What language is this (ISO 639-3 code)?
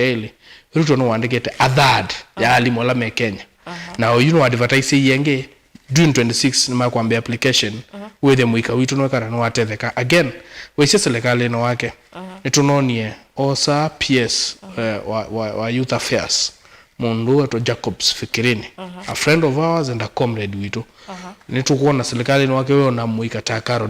kam